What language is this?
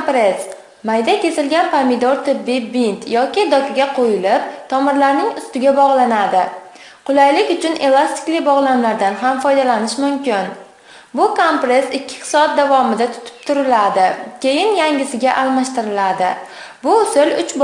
Uzbek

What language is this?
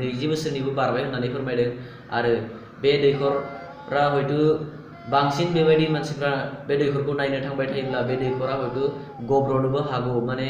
Bodo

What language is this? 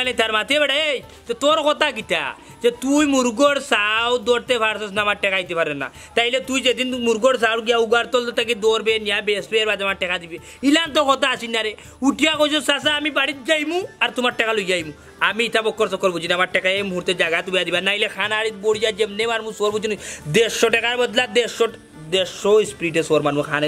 Sylheti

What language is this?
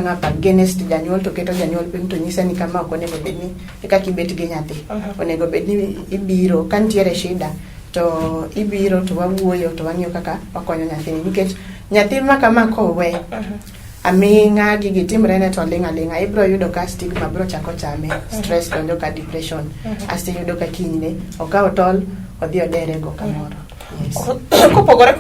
Luo (Kenya and Tanzania)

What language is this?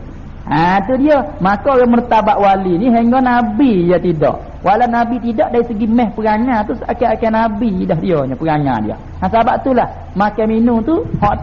Malay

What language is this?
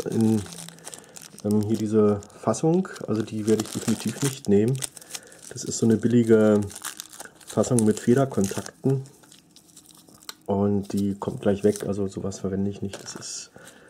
German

